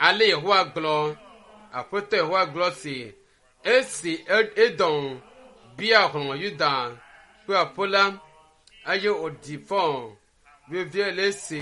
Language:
Ewe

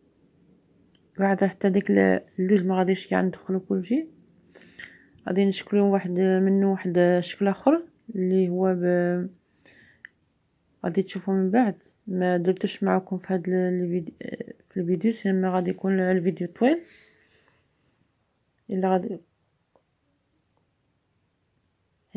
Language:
Moroccan Arabic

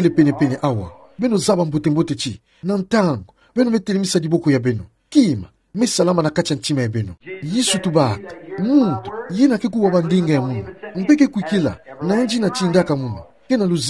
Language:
Kituba (Democratic Republic of Congo)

